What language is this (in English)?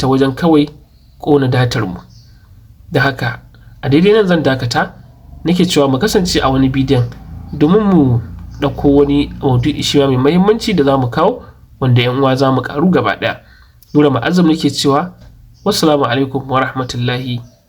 Hausa